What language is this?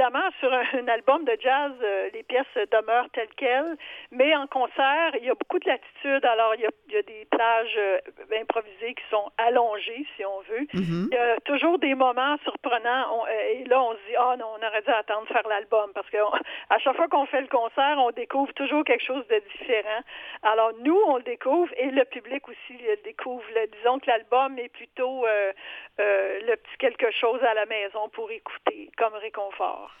French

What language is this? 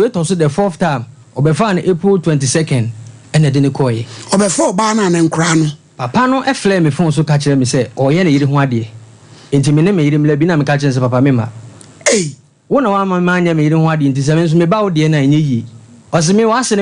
Akan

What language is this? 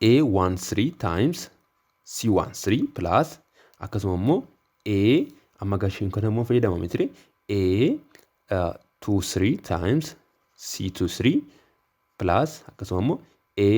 Oromo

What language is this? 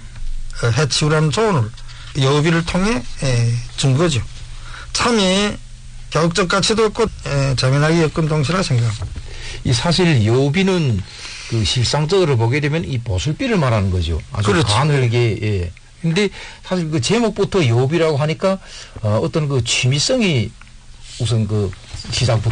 Korean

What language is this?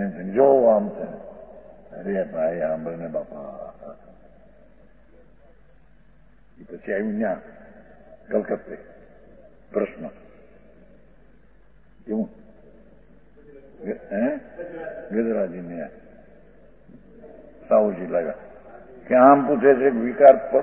Gujarati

